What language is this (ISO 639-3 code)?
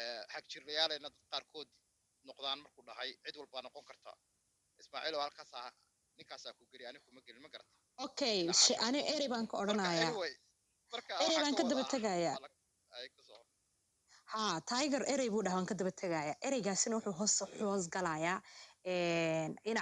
som